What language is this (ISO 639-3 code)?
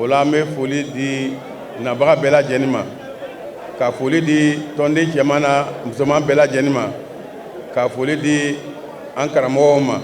bam